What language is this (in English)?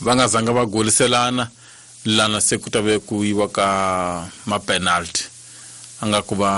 Tsonga